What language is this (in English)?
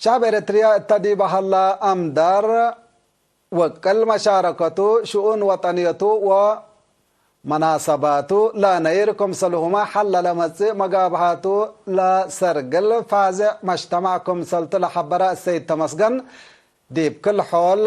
Tigre